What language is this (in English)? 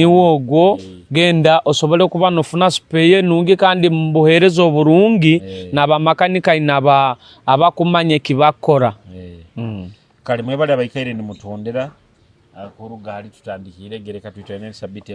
Nyoro